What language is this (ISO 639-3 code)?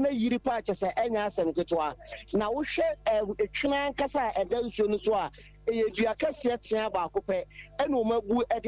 aka